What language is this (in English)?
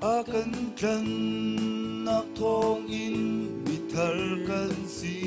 Hakha Chin